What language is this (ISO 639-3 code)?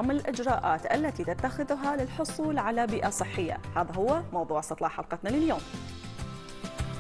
ara